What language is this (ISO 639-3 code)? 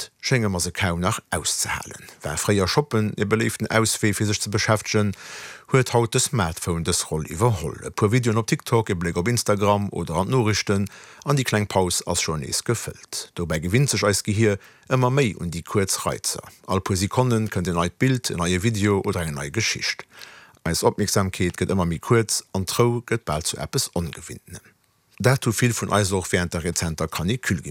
ltz